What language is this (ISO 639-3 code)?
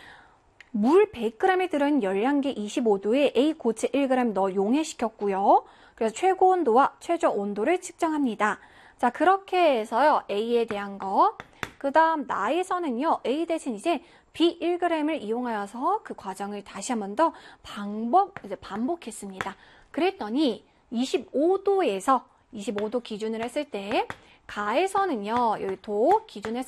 kor